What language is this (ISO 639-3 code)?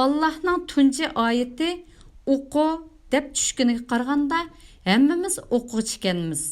uig